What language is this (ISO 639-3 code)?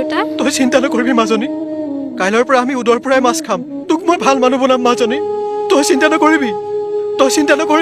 asm